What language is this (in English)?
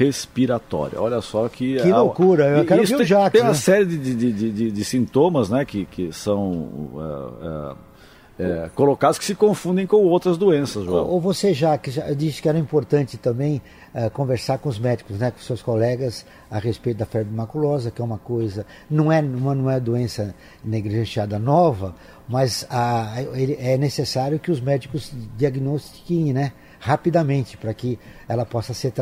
Portuguese